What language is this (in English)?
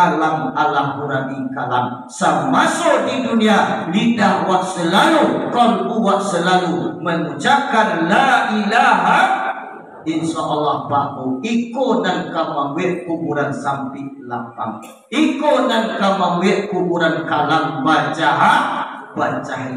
Minangkabau